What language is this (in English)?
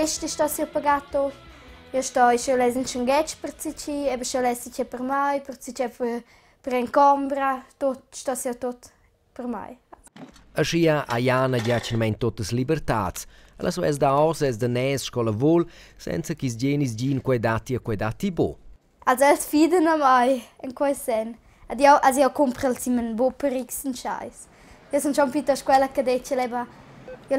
Romansh